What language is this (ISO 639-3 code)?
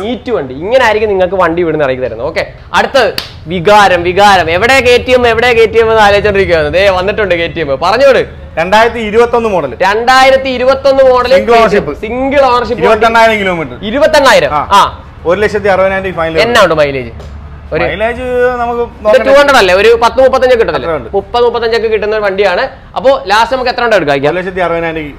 mal